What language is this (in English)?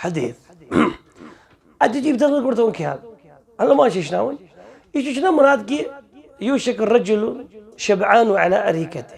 Kashmiri